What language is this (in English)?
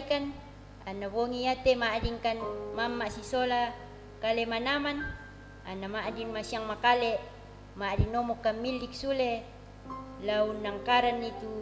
Toraja-Sa'dan